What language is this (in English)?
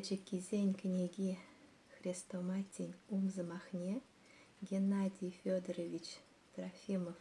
Chuvash